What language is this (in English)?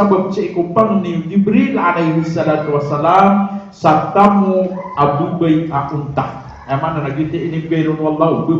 Maranao